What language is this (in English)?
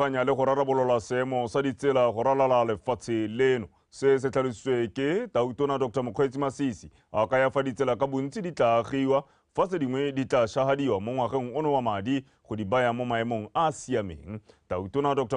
Tswana